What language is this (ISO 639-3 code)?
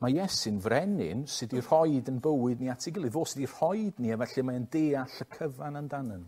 cym